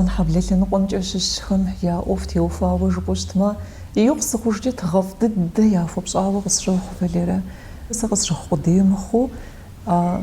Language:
Kabardian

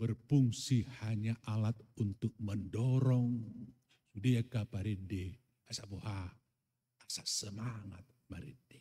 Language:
Batak Toba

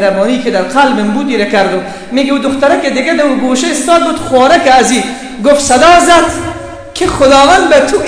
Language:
Persian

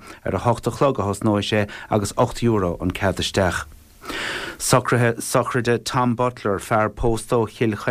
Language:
Irish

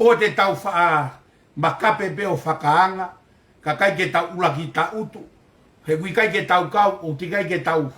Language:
Tongan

